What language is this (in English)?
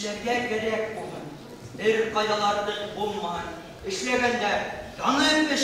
Bashkir